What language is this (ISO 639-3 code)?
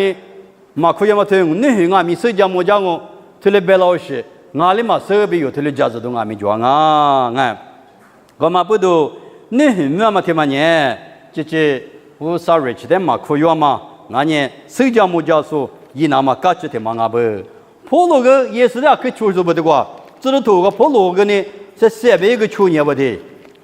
lis